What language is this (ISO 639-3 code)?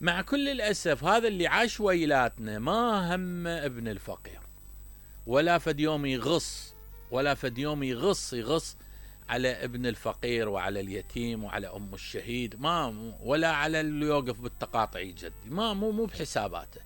acm